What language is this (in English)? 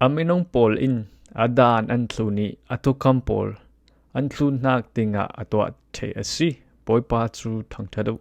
Falam Chin